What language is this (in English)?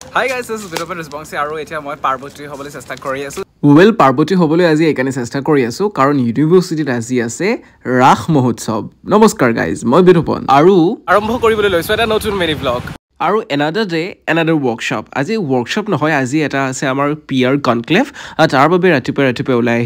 Assamese